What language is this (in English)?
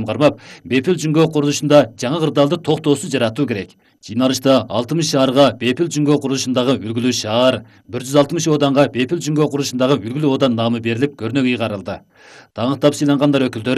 Kyrgyz